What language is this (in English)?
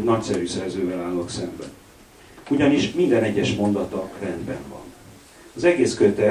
Hungarian